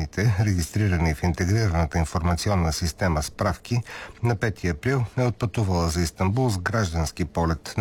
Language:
Bulgarian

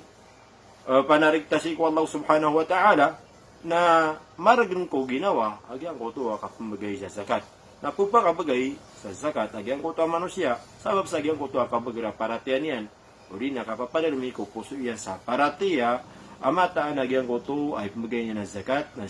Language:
Maranao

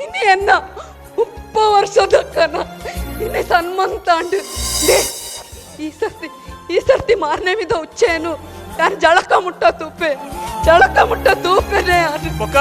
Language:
Tulu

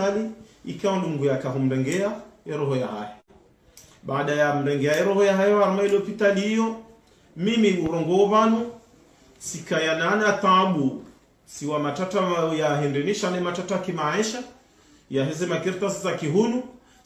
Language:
Ngazidja Comorian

